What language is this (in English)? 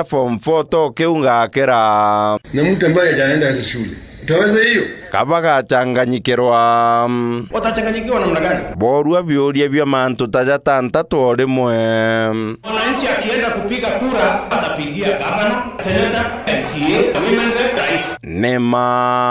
Meru